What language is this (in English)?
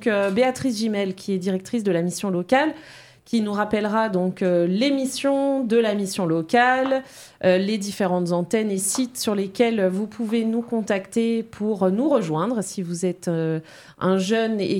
French